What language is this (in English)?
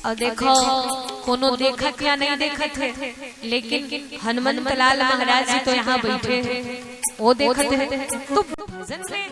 Chhattisgarhi